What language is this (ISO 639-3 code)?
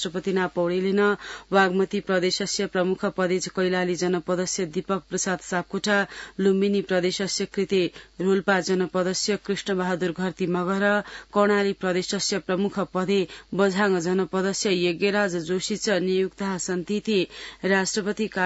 san